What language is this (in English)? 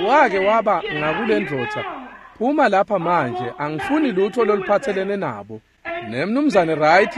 Swati